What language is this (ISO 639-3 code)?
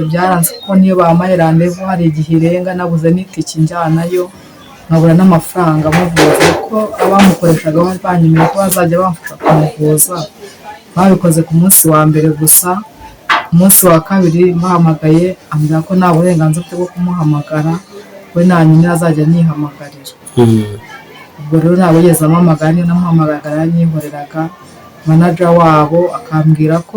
kin